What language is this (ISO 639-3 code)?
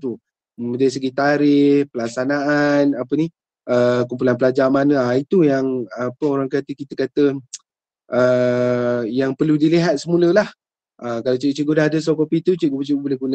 msa